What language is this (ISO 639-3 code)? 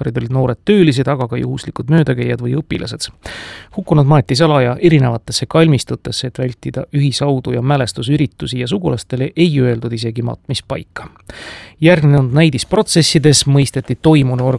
est